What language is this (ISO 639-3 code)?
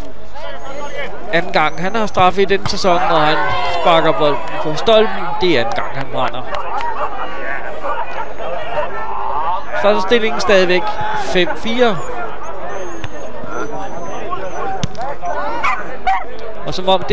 dan